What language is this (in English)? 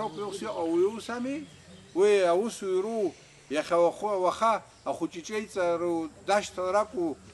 Abkhazian